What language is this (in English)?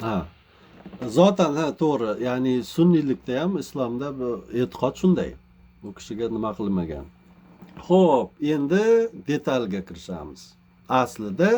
Uzbek